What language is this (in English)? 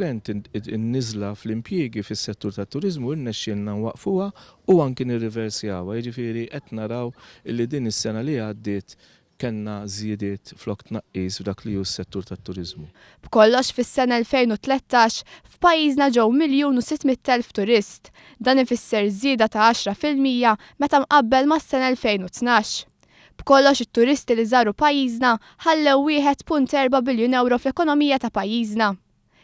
Maltese